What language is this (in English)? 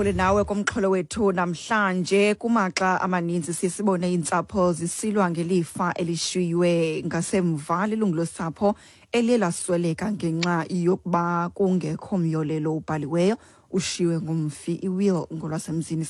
Xhosa